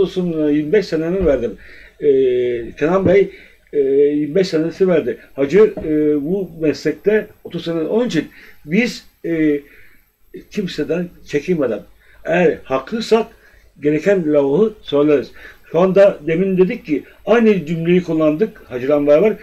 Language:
Turkish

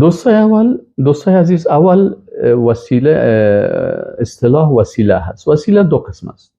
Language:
Persian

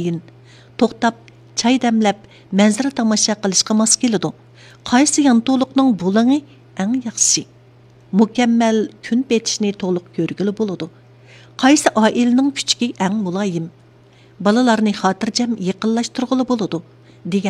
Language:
Uyghur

